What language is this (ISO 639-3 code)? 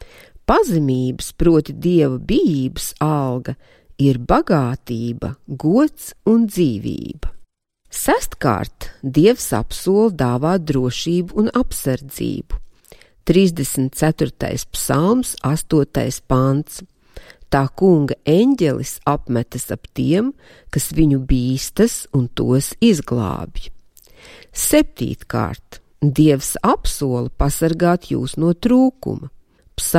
lav